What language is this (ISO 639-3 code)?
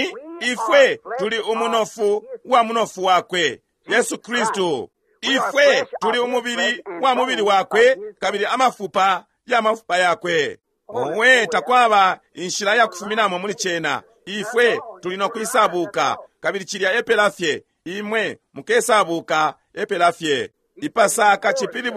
bem